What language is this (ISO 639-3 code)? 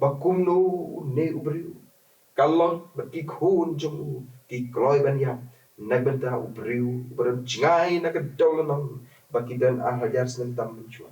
kha